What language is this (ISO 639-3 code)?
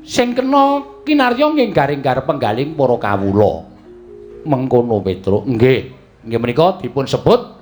jav